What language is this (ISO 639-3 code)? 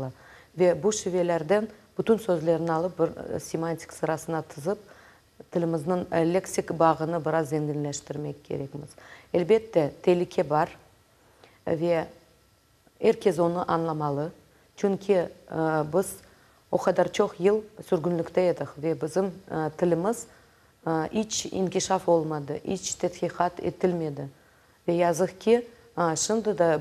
crh